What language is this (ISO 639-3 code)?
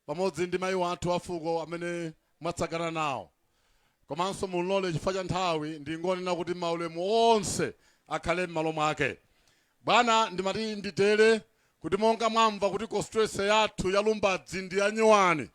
nya